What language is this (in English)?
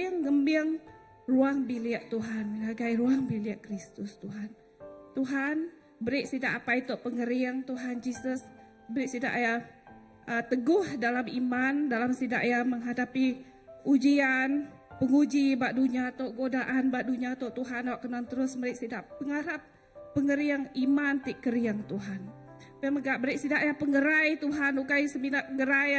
Iban